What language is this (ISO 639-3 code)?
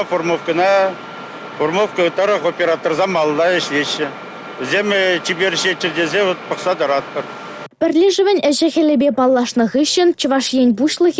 chv